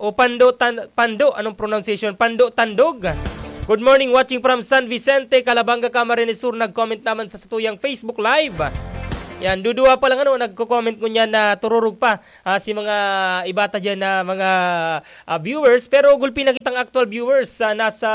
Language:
Bikol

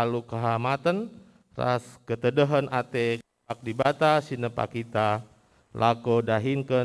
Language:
Batak Karo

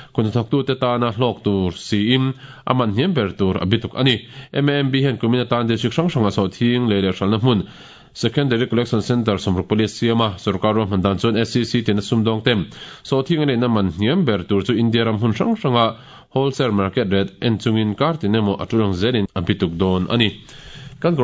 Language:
Mizo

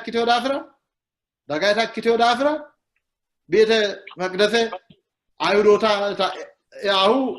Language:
Sidamo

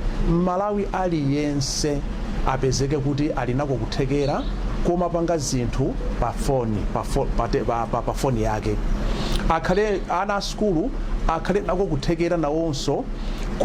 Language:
Nyanja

